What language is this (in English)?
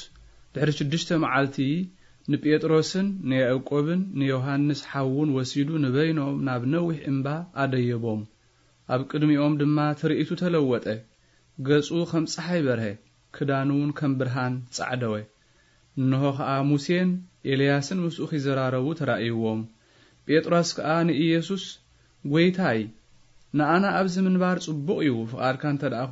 Tigrinya